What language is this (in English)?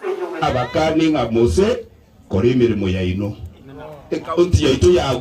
Gusii